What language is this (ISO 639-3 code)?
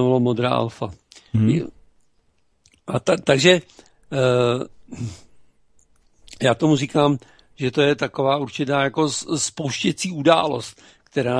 ces